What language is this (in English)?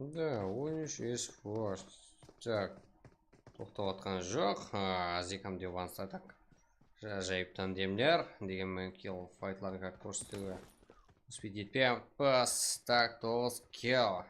Kara-Kalpak